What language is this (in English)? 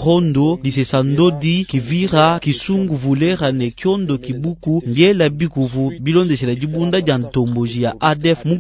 Luba-Lulua